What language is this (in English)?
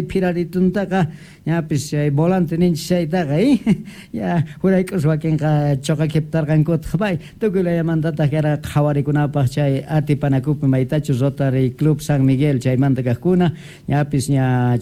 South Bolivian Quechua